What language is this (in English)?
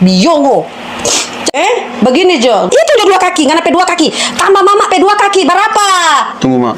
Manado Malay